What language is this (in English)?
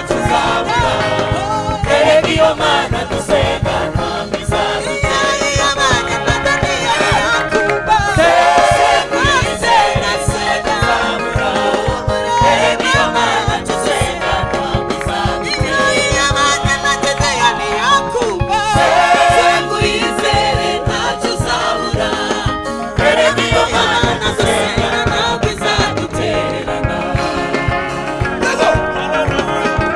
Kinyarwanda